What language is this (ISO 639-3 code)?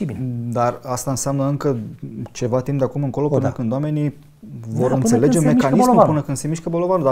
ron